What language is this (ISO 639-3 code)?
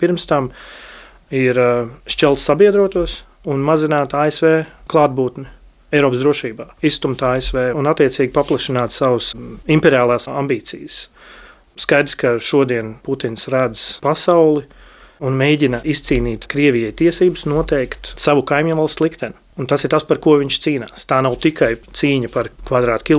lav